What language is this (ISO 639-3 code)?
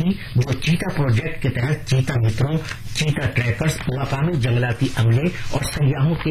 urd